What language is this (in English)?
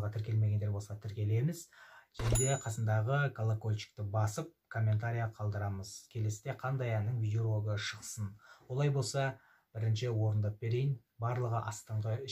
Kazakh